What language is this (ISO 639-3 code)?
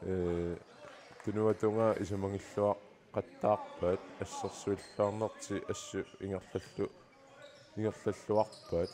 kal